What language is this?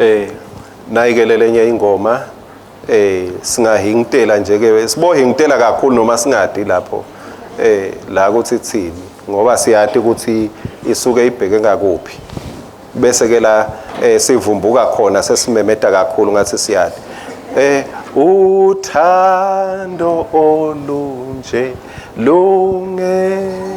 Swati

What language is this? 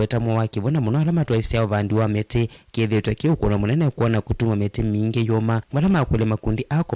Kamba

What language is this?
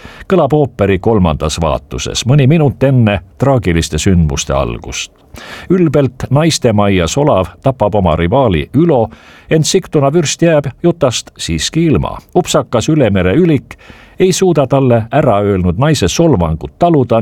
Estonian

